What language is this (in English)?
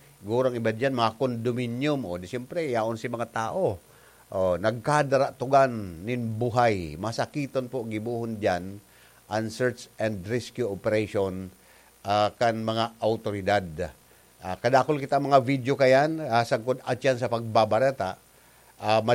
Bikol